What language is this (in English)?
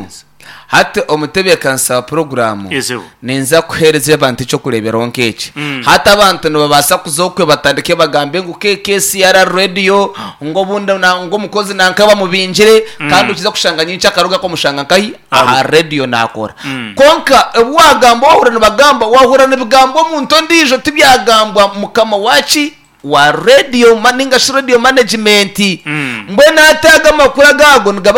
Nyankole